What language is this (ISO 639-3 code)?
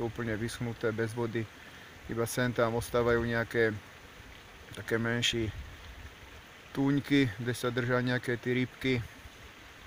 slk